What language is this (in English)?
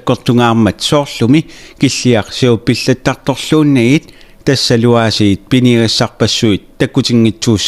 Kalaallisut